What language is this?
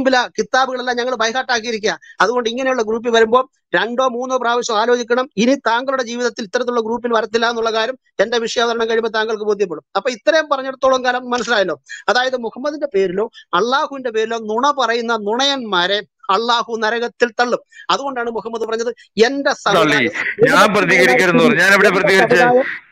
Malayalam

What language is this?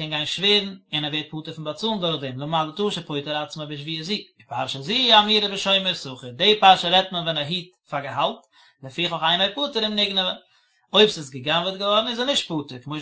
Yiddish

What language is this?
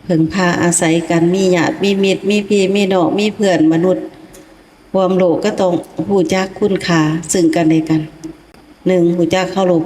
Lao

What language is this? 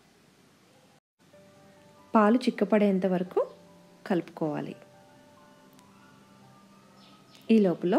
Telugu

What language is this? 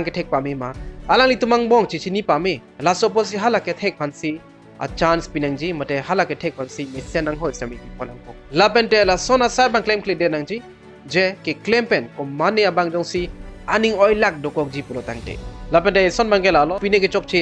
Karbi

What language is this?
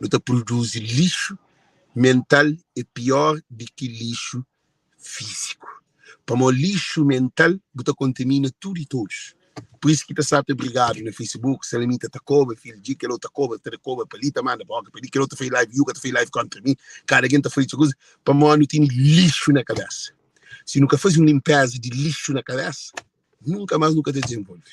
Kabuverdianu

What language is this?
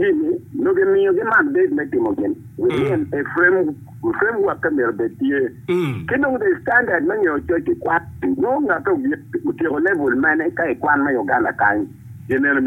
Acoli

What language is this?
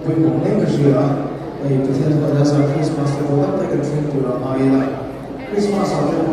Mizo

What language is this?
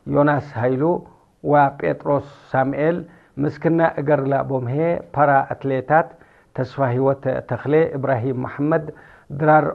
Tigre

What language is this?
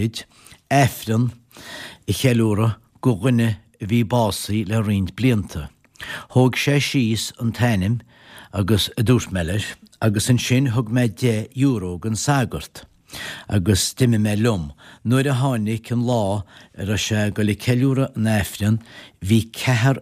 Irish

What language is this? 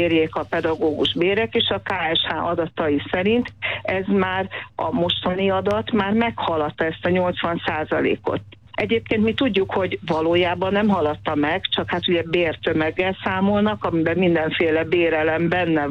Hungarian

